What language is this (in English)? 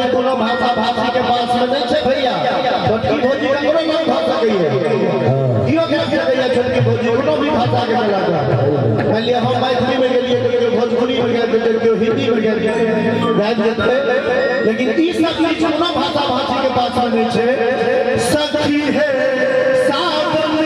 Maithili